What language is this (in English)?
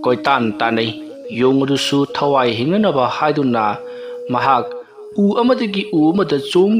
Manipuri